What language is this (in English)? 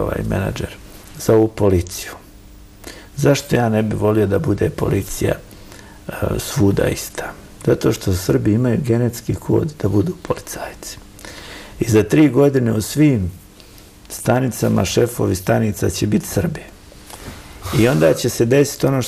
Bosnian